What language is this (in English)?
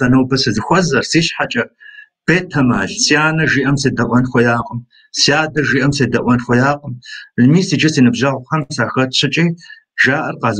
Kabardian